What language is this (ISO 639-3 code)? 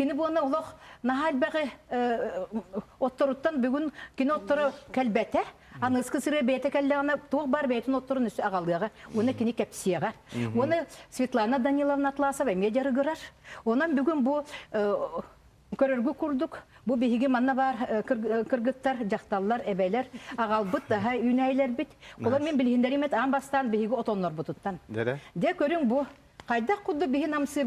sah